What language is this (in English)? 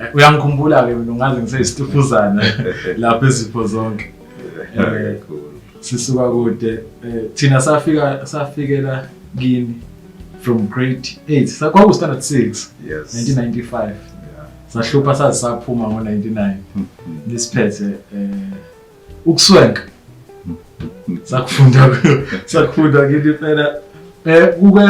Zulu